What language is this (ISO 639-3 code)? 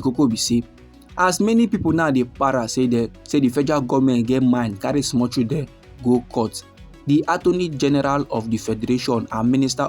pcm